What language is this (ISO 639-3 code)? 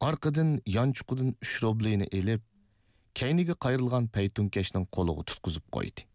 uig